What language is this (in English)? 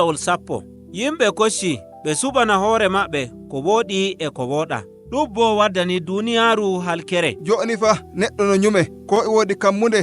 Nigerian Fulfulde